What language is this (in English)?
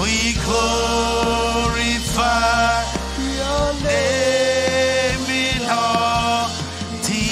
Marshallese